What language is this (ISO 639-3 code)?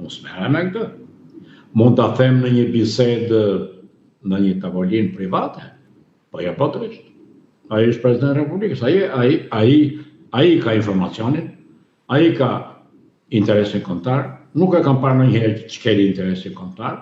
sqi